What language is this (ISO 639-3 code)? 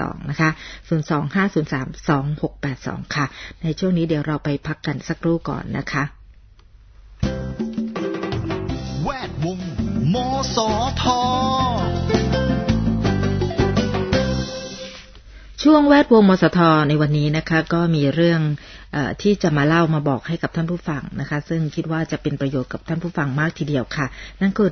tha